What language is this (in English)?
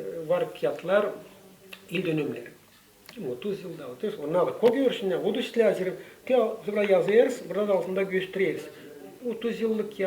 Gagauz